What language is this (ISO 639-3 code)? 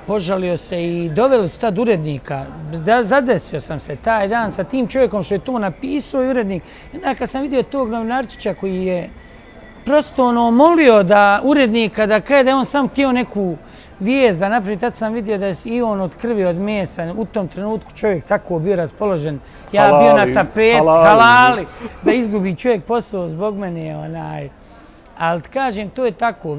bos